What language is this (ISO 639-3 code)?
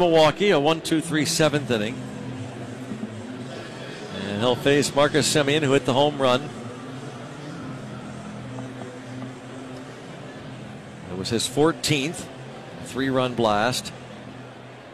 eng